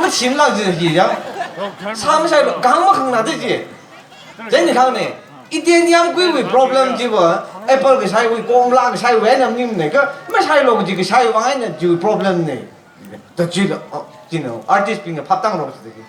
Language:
Tangkhul Naga (India)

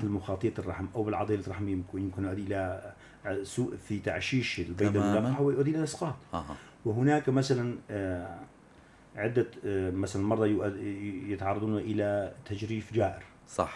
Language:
North Levantine Arabic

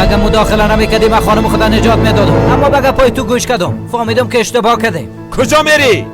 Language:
Persian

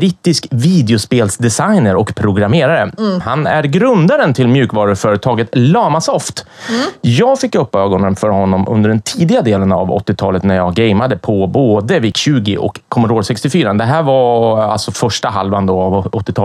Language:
Swedish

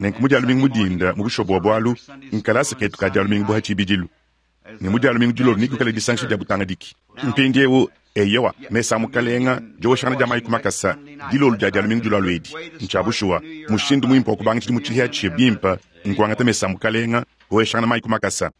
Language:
Luba-Lulua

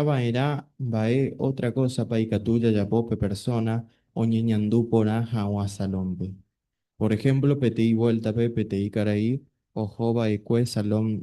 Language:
Guarani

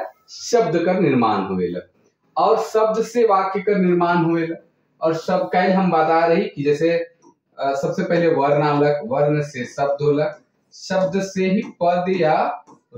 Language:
Sadri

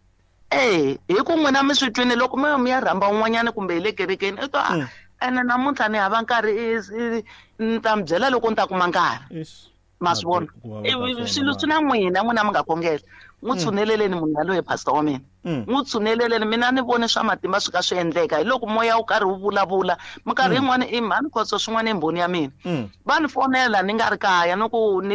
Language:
Tsonga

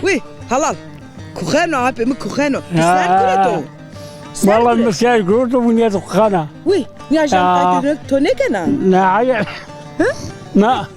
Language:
Zaza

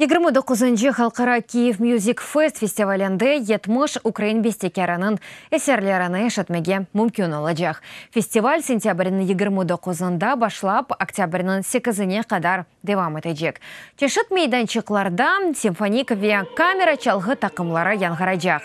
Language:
Crimean Tatar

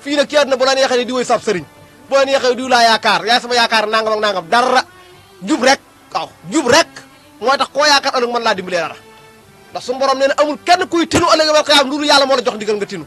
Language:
Wolof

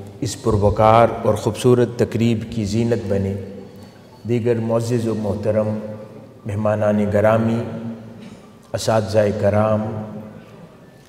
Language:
Urdu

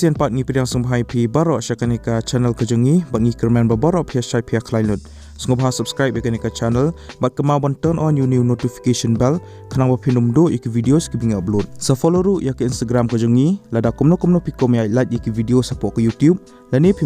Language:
Khasi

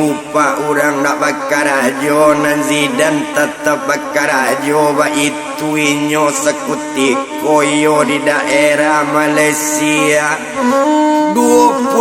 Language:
Minangkabau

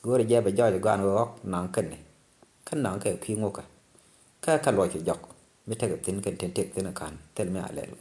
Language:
Nuer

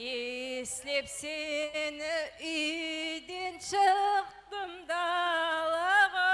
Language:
Kara-Kalpak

